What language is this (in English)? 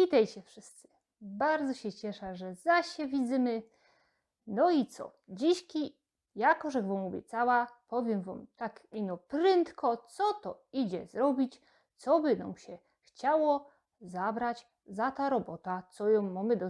Silesian